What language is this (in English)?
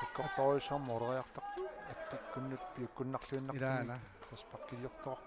Kalaallisut